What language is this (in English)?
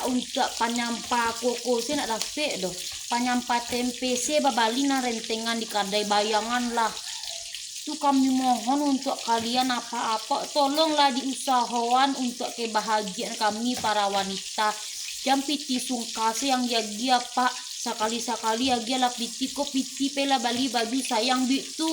Minangkabau